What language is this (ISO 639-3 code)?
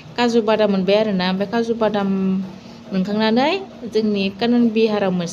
brx